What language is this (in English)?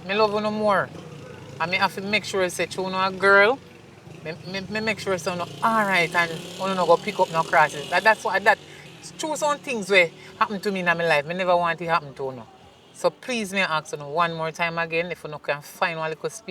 Jamaican Creole English